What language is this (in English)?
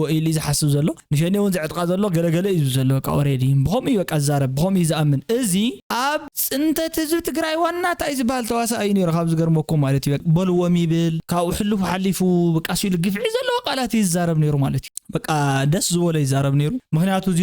Tigrinya